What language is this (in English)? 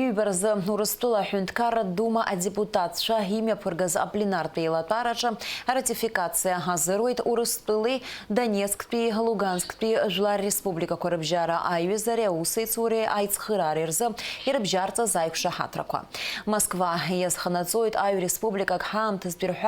Abkhazian